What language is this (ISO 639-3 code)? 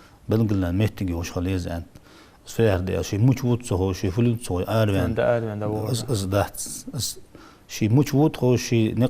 inh